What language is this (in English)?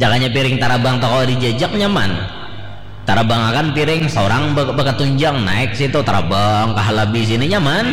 Banjar